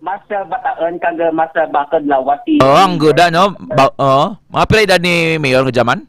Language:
Hiligaynon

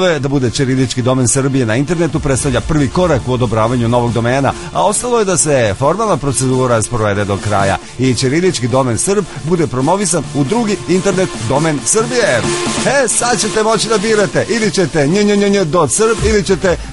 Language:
Serbian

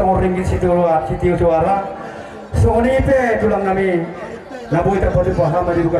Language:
Batak Toba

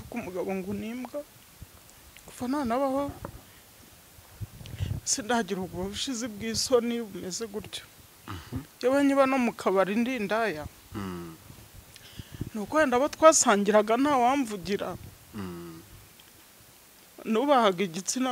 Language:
Kinyarwanda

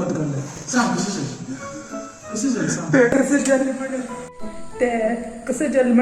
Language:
Konkani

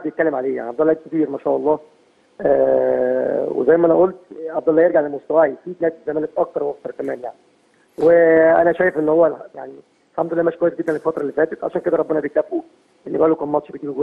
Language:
Egyptian Arabic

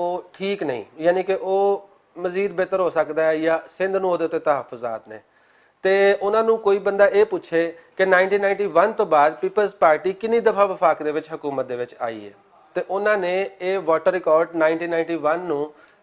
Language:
Western Panjabi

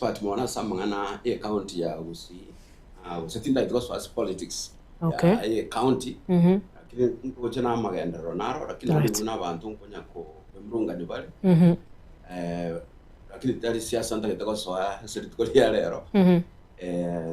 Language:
Gusii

